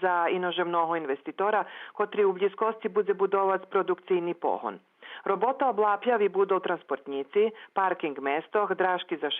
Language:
Rusyn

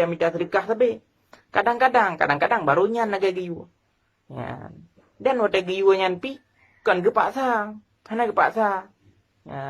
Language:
Achinese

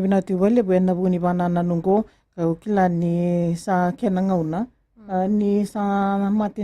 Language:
Fijian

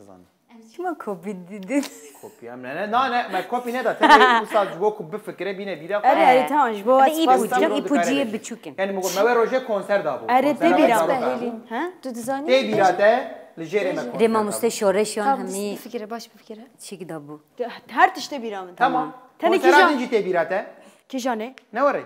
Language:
Kurdish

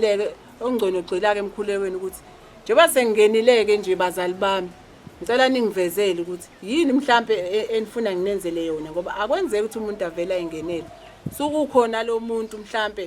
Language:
Zulu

